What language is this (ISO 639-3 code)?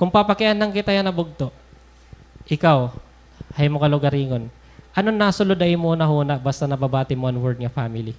war